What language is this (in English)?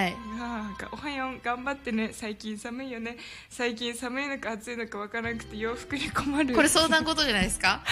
Japanese